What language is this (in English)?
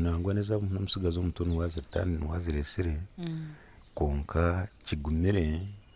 Nyankole